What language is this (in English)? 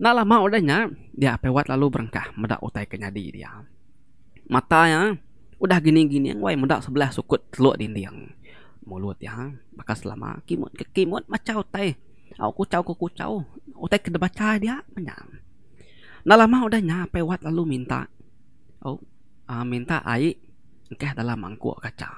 Iban